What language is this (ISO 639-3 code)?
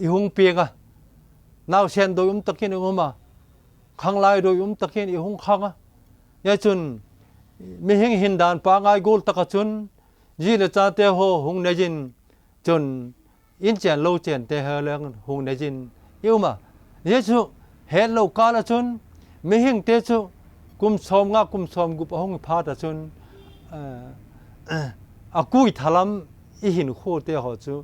vap